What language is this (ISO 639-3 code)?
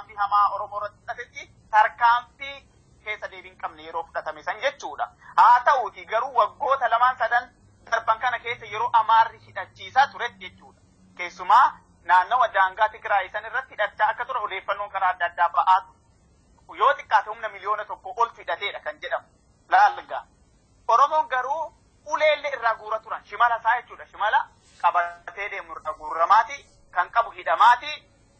orm